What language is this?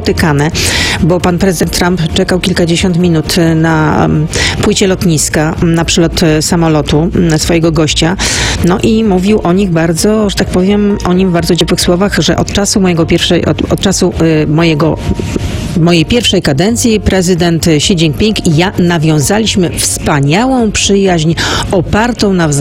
Polish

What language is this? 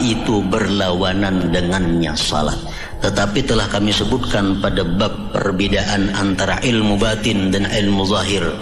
Banjar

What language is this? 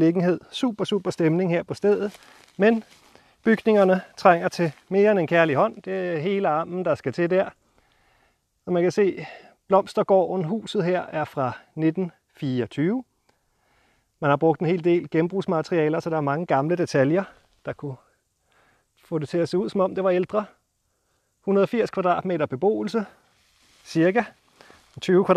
Danish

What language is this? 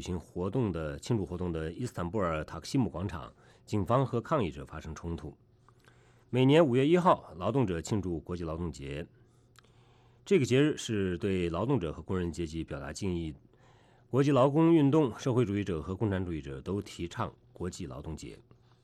Chinese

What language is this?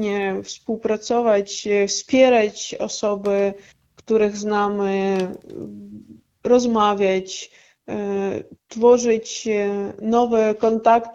Polish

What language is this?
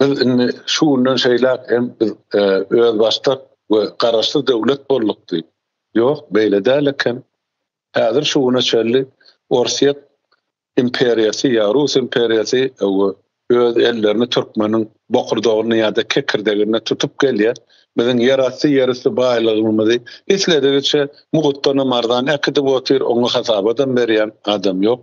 Turkmen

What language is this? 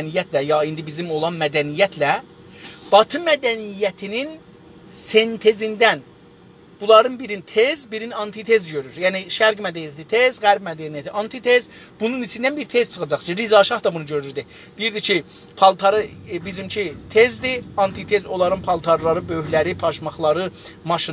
South Azerbaijani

